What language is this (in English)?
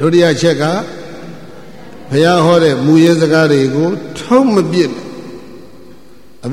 Burmese